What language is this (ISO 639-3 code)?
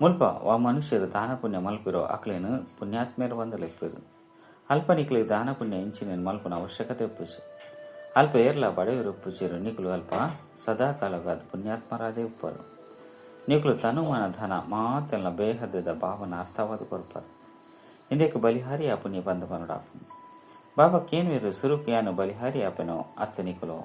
tcy